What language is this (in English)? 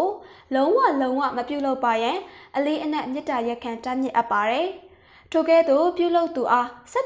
Burmese